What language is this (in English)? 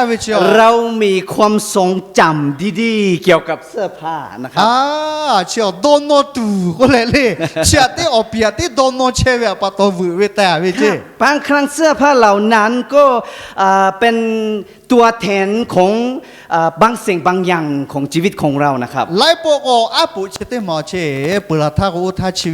Lahu